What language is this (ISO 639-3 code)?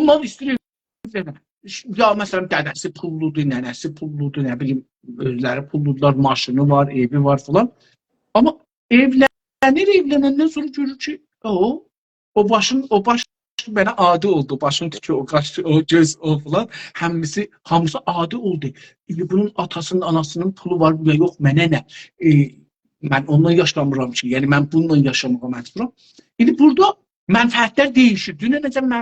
azb